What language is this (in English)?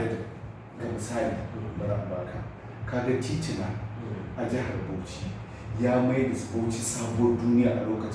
Hausa